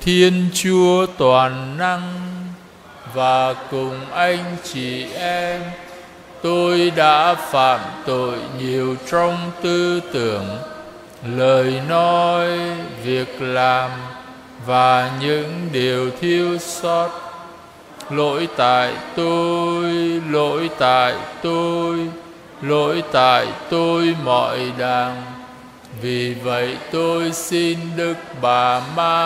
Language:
Vietnamese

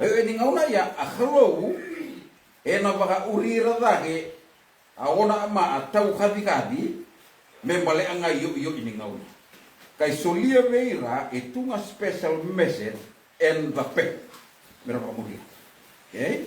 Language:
Fijian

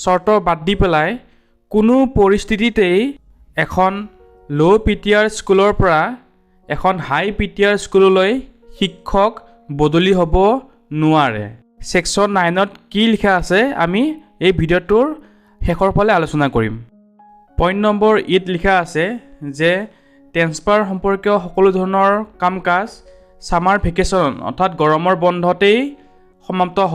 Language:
Assamese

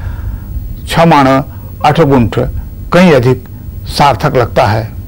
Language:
Odia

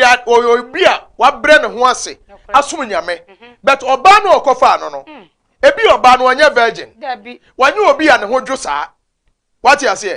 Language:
Akan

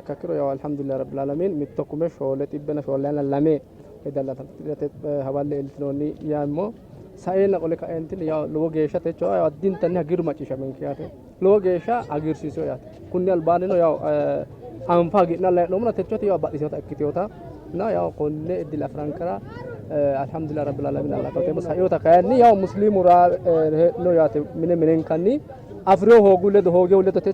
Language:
Sidamo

